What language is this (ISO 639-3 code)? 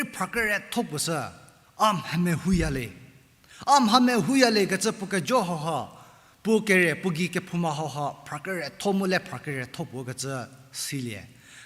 njm